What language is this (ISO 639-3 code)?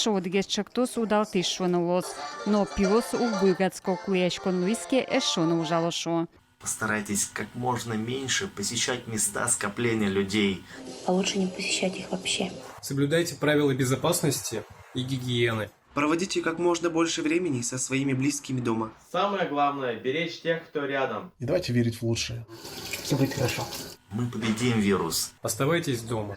udm